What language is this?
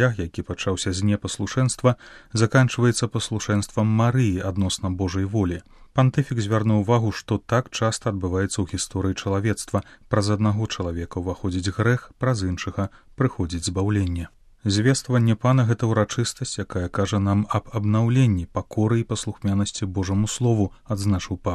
Belarusian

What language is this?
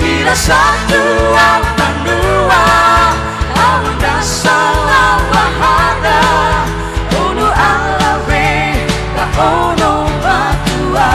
Nias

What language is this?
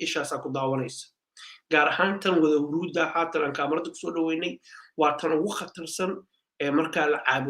Somali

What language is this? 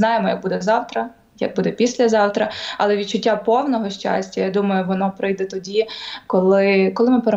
Ukrainian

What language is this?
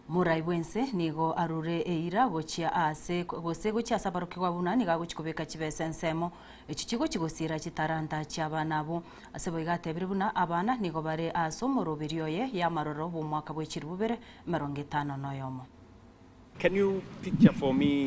Gusii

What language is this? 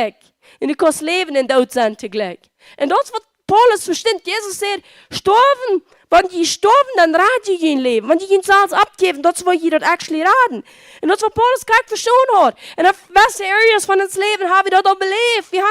Plautdietsch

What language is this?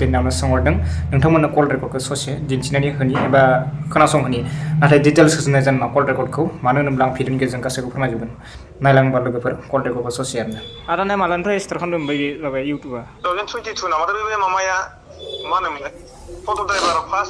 Bodo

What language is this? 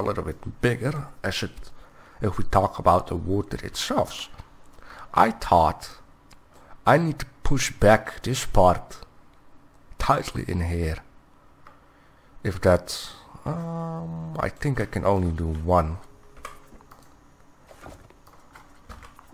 English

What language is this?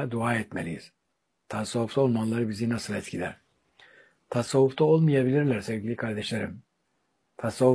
Turkish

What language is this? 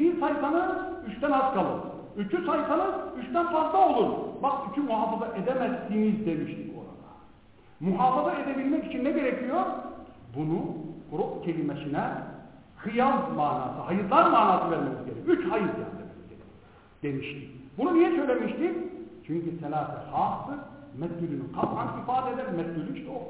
Turkish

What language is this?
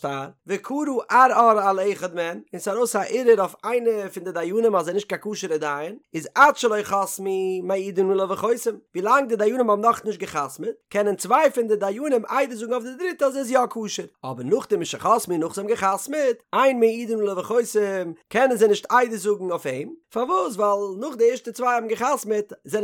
Yiddish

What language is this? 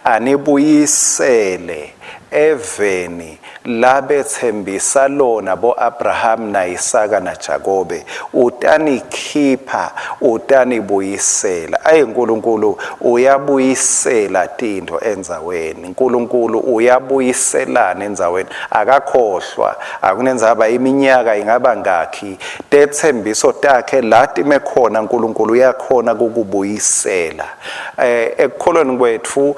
Swati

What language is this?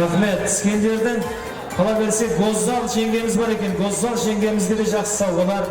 Kara-Kalpak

